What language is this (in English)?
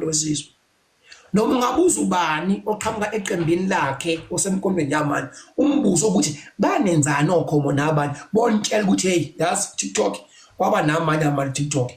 Zulu